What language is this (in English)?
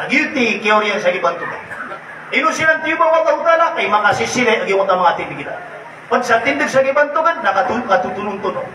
Maranao